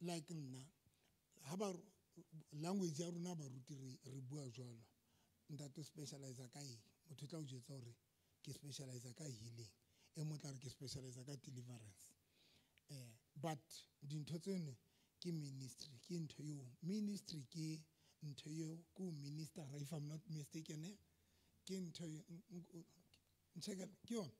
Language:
Southern Sotho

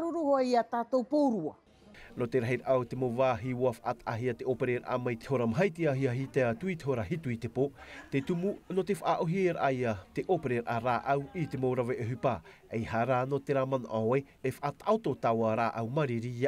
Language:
Tahitian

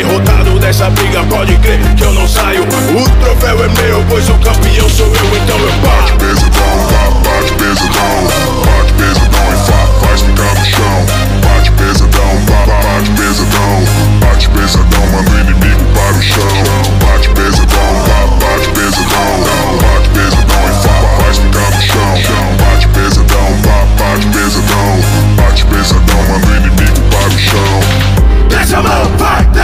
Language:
Portuguese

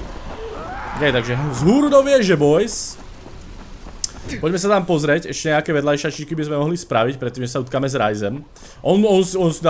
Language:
Slovak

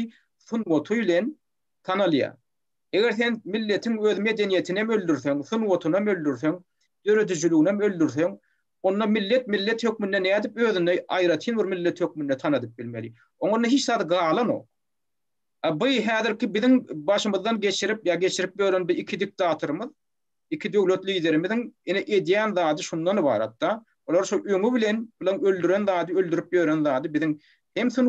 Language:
Turkmen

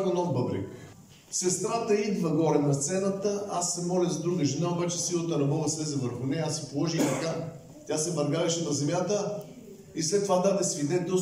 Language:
Bulgarian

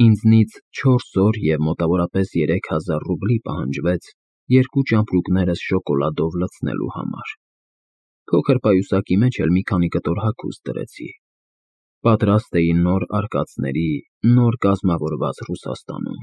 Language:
Armenian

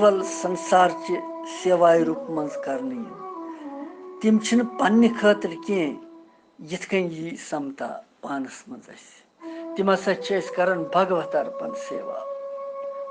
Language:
Kashmiri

